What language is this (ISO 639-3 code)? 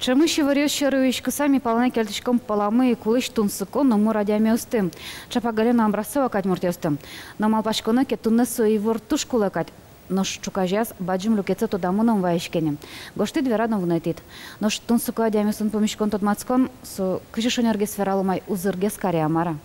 udm